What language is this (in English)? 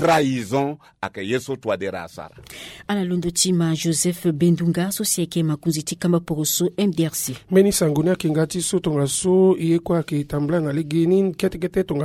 Sango